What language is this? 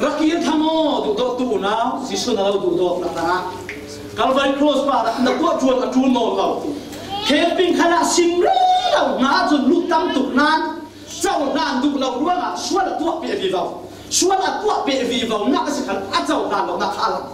Falam Chin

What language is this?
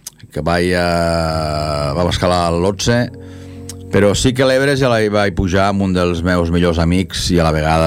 Catalan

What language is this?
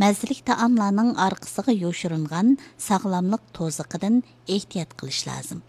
Uyghur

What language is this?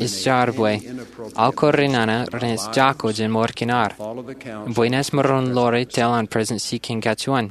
Marshallese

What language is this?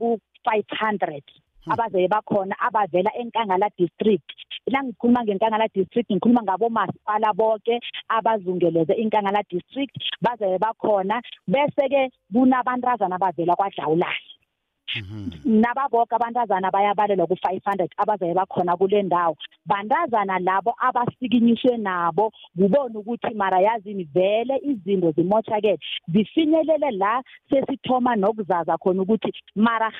South Ndebele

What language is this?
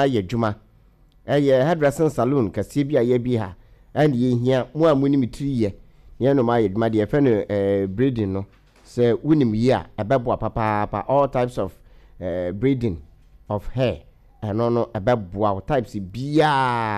Akan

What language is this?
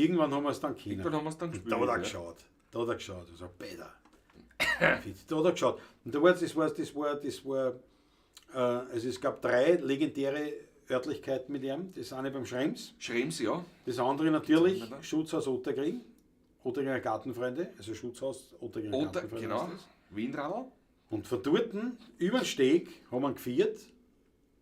Bavarian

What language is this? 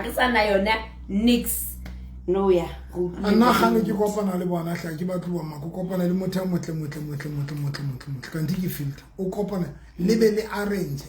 Southern Sotho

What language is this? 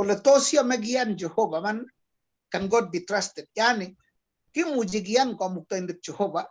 Kalenjin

